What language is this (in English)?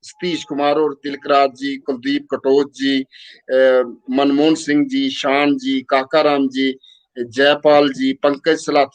Dogri